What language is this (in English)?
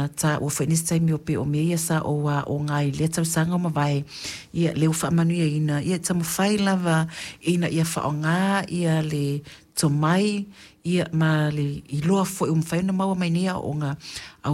Samoan